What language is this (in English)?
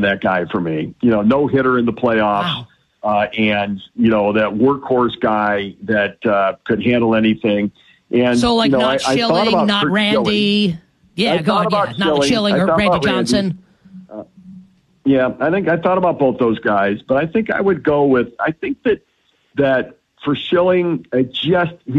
English